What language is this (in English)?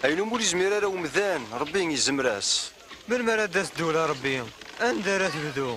Kabyle